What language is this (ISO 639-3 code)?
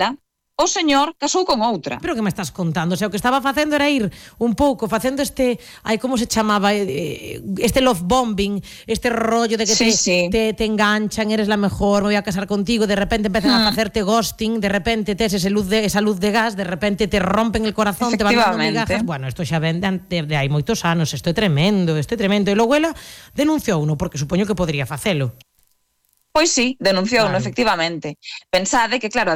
glg